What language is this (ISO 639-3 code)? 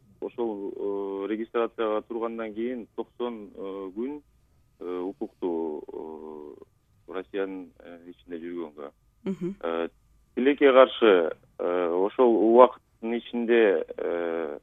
kir